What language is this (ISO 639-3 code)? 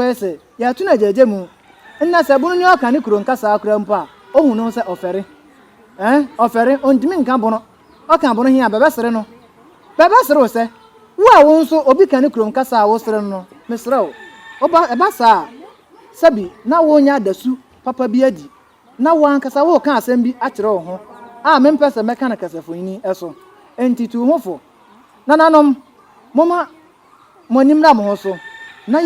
aka